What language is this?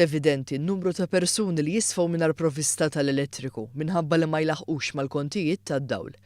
Maltese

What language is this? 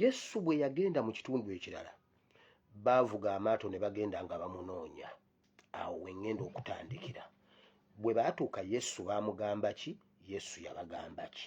Ganda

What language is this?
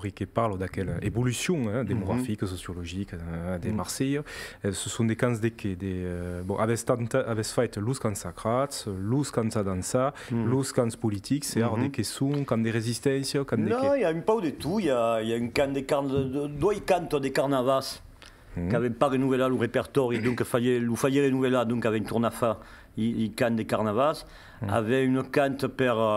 Occitan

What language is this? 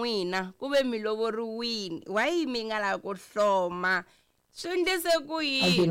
Tsonga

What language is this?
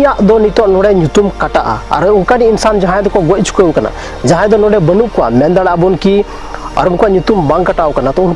Santali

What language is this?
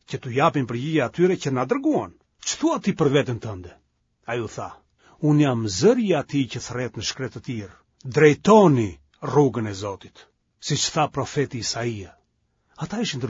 Albanian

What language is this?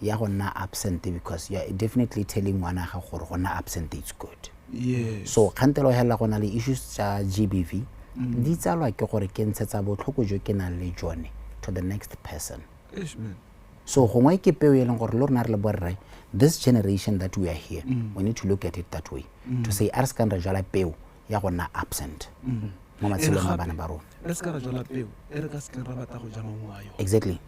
Tswana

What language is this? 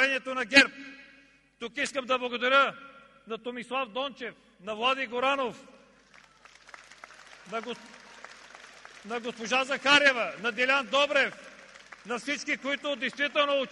Bulgarian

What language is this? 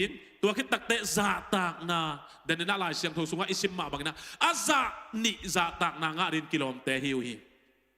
Tedim Chin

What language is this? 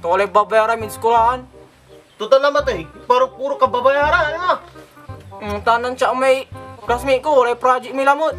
Pangasinan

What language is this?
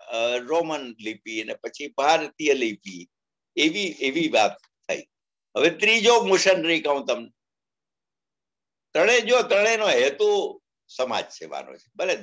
Gujarati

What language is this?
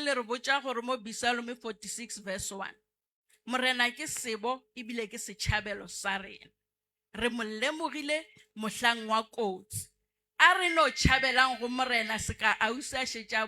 Northern Sotho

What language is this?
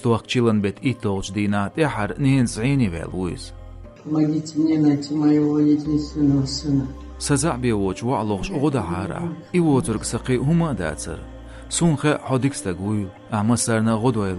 Chechen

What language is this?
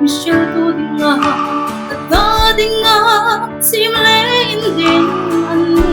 Hmar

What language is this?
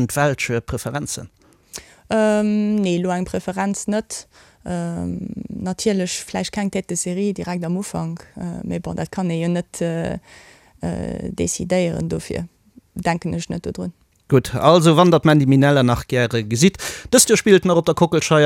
Luxembourgish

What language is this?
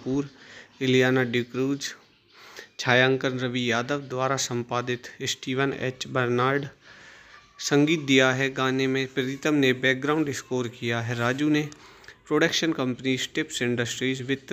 Hindi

